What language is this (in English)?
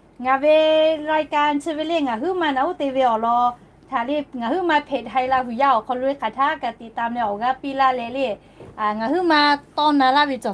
Lahu